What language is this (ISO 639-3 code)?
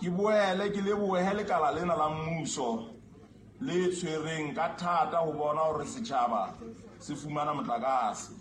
sot